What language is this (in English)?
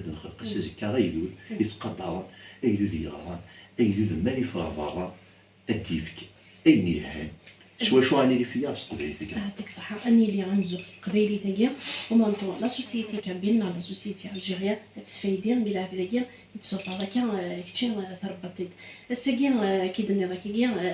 Kabyle